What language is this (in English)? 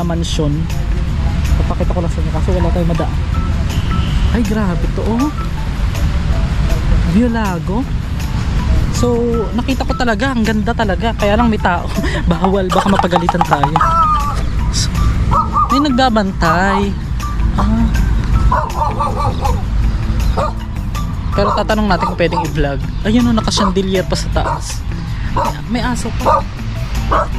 Filipino